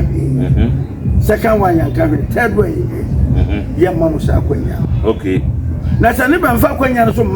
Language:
Akan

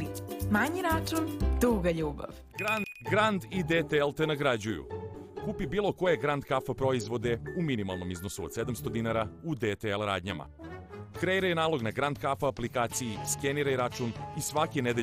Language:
Serbian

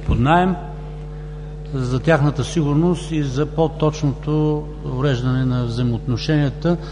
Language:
Bulgarian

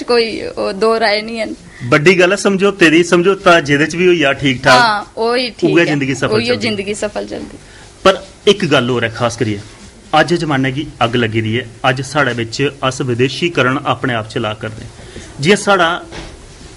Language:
Dogri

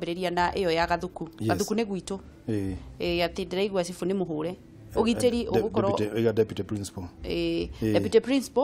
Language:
Kikuyu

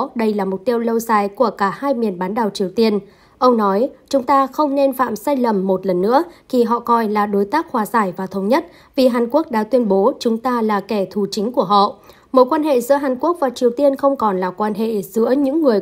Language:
Vietnamese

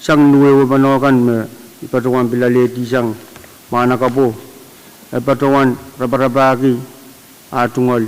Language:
Pohnpeian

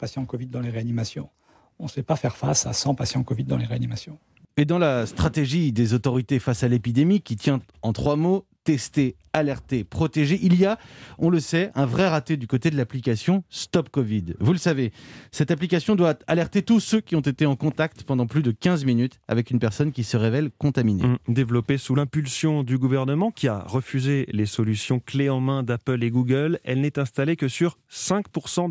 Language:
French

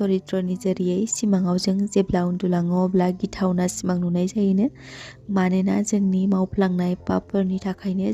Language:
Bodo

